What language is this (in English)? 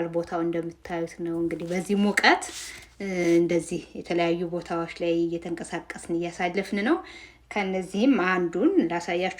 Amharic